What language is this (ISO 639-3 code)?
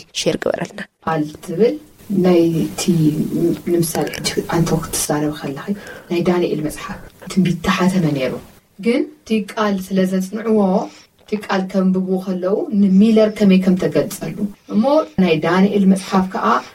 tir